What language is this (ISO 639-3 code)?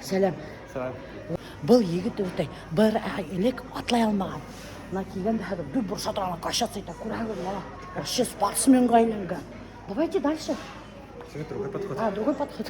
bak